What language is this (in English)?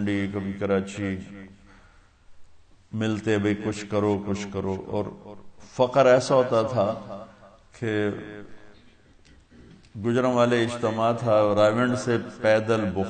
Urdu